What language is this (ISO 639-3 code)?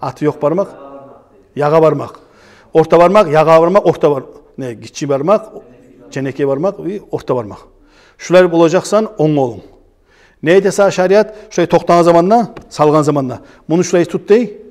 kum